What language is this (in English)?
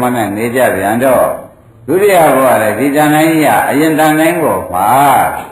Burmese